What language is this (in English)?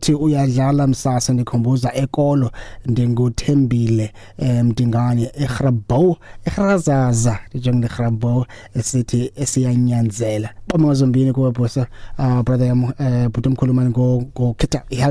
Xhosa